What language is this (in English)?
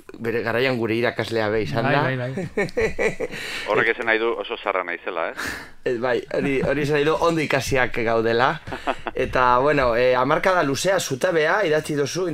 Basque